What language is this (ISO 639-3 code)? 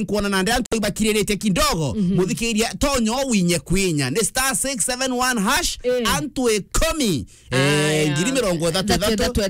mer